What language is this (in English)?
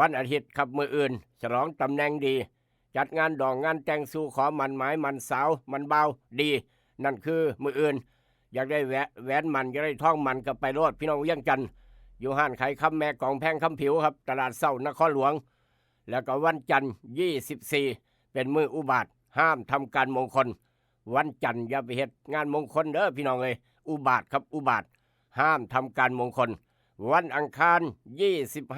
Northeastern Thai